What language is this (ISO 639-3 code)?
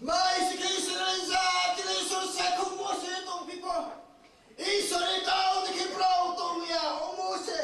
ria